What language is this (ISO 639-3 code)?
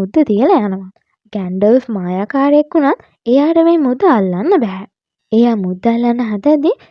sin